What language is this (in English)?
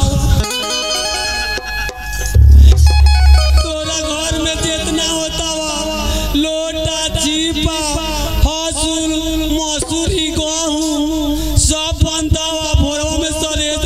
Bhojpuri